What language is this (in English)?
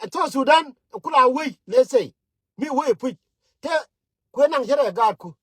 Nuer